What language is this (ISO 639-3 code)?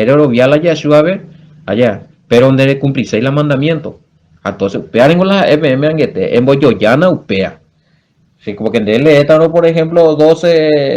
grn